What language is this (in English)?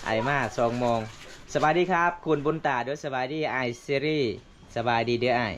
Lao